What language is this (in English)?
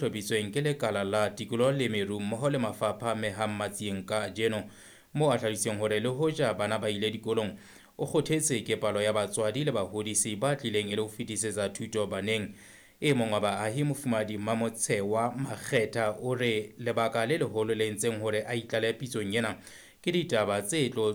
Southern Sotho